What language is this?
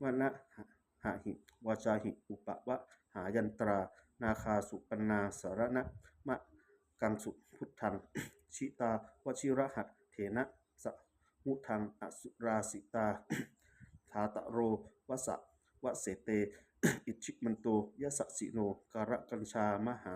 Pali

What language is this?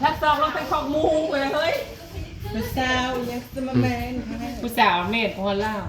Northeastern Thai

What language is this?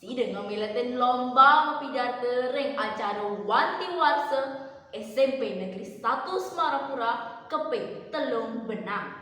Balinese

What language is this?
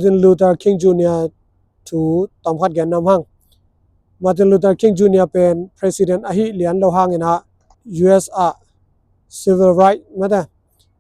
Tedim Chin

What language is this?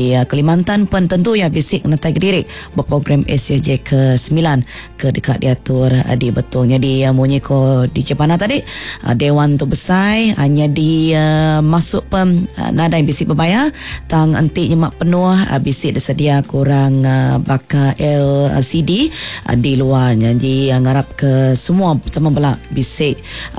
Iban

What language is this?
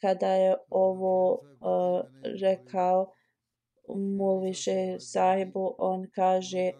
Bosnian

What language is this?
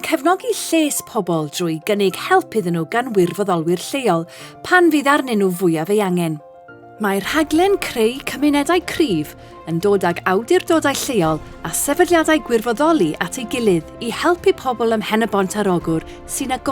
Welsh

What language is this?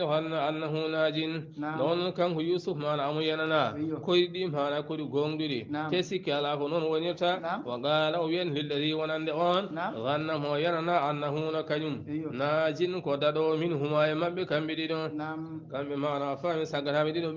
Fula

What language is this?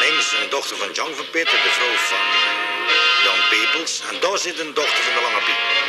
Limburgish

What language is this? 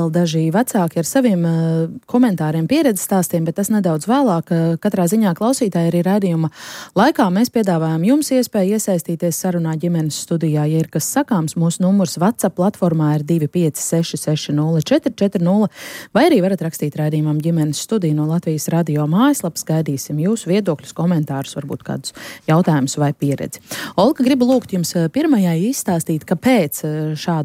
Latvian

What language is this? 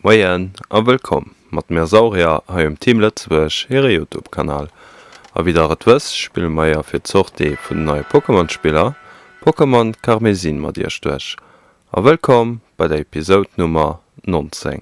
Luxembourgish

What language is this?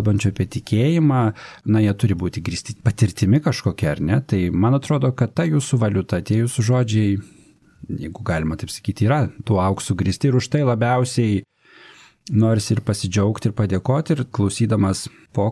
Lithuanian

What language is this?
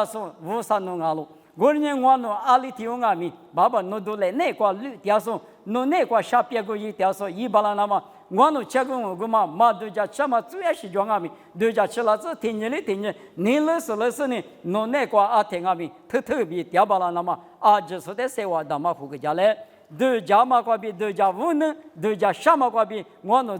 Lisu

